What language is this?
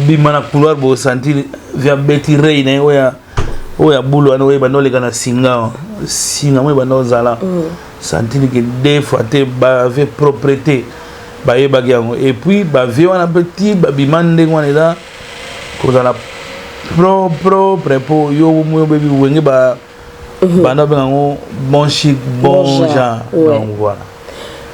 Lingala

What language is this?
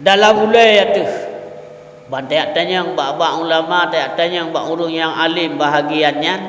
Achinese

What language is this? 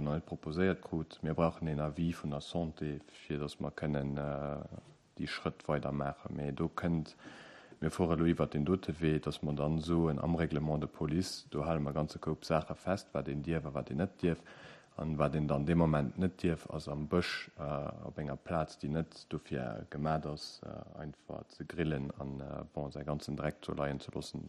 Luxembourgish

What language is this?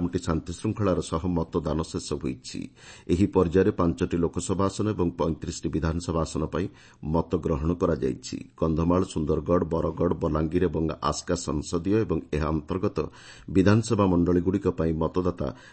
Odia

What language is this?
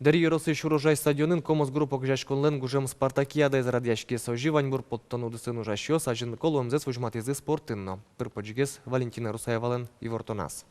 Udmurt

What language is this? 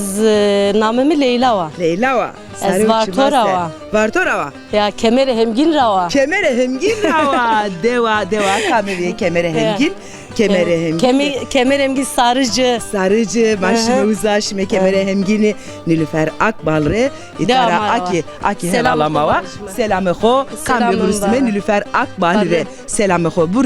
Zaza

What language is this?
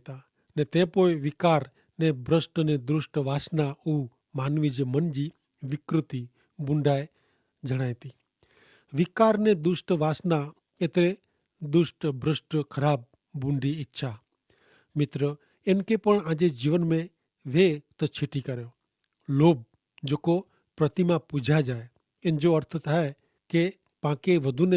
Kachhi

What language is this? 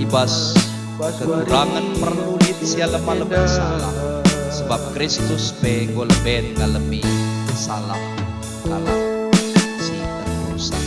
Batak Karo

